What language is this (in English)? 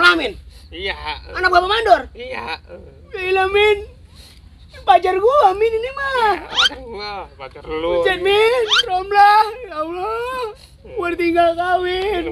Betawi